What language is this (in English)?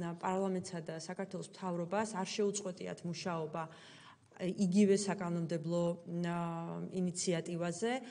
Georgian